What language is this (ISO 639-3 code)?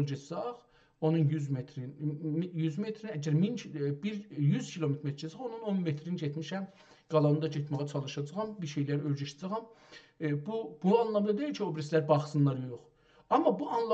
azb